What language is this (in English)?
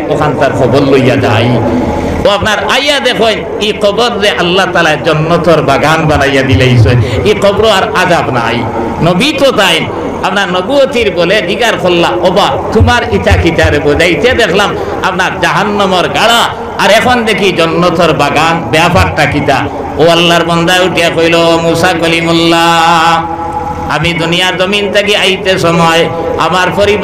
Sylheti